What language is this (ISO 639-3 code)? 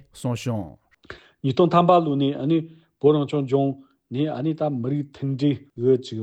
bod